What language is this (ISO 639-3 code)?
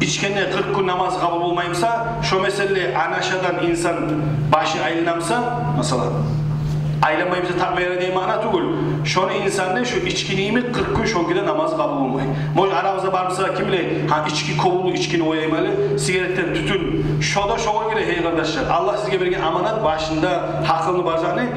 kum